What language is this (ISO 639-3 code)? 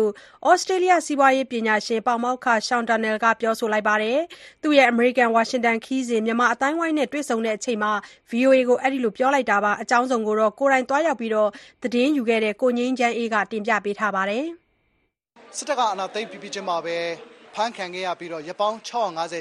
mya